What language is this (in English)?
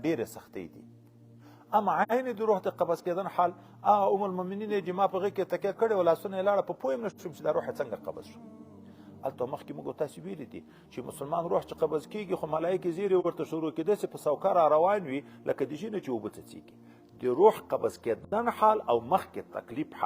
Pashto